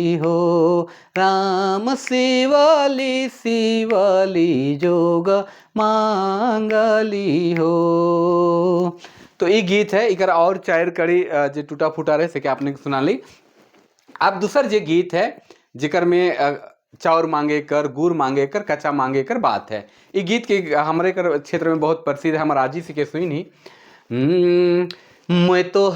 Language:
Sadri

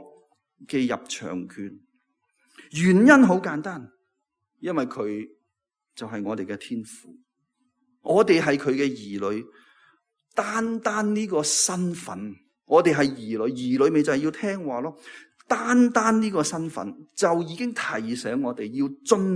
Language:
Cantonese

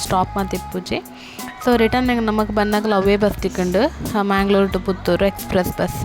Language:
Tulu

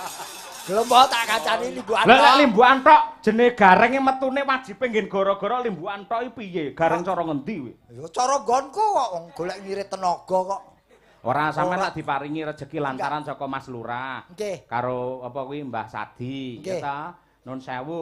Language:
Javanese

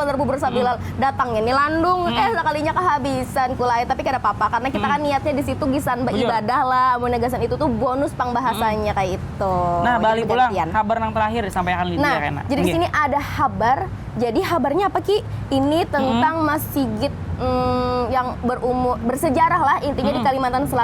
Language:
Banjar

